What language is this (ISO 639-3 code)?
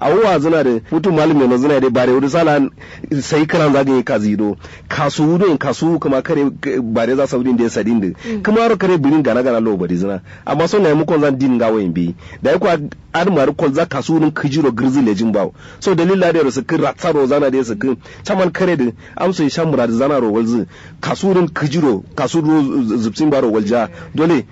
kau